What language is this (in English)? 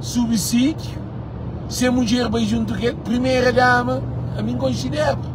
Kabuverdianu